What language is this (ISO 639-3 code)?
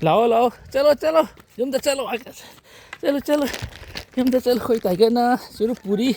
mni